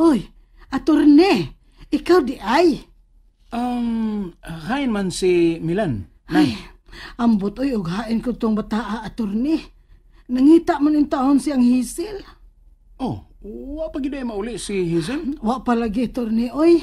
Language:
Cebuano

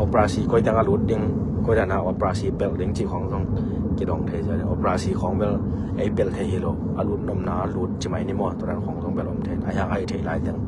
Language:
Tedim Chin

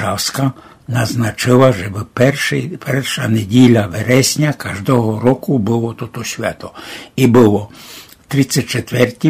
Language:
Rusyn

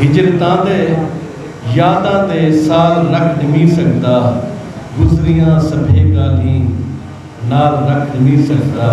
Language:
Saraiki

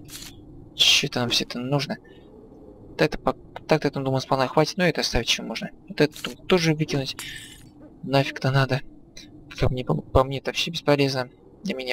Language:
Russian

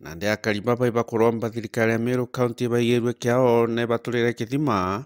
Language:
Meru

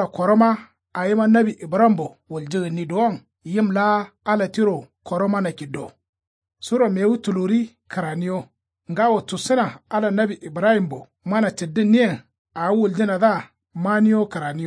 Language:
Kanuri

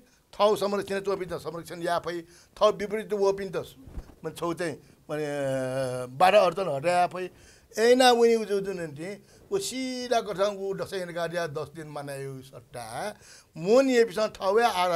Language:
Newari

